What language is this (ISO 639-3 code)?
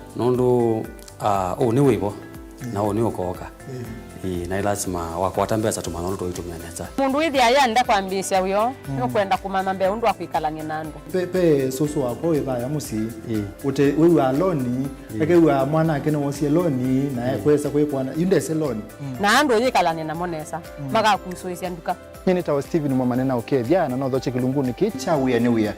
kam